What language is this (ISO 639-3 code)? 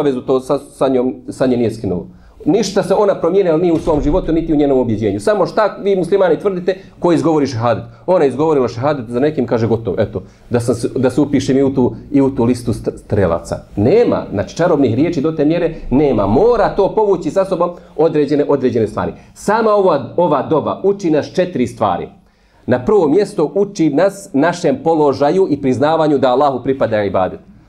bos